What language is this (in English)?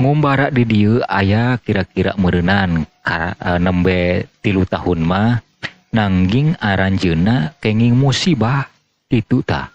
Sundanese